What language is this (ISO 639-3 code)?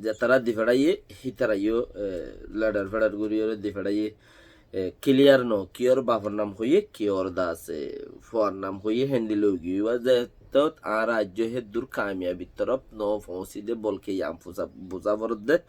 rhg